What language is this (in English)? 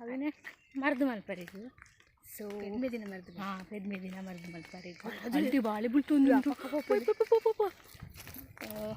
Tulu